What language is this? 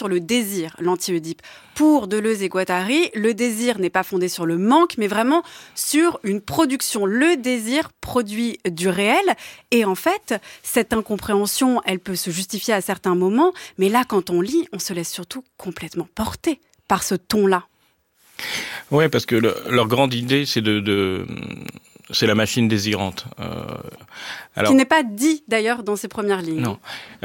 French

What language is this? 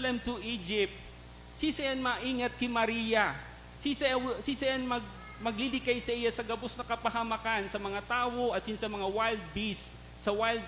Bikol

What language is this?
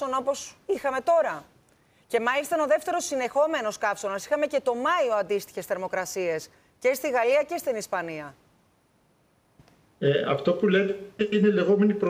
Greek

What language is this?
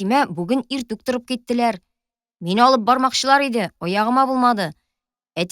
Tatar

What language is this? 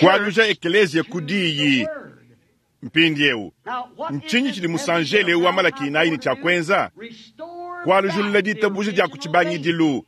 Luba-Lulua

